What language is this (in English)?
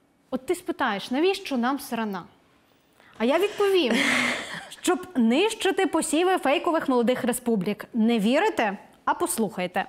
Ukrainian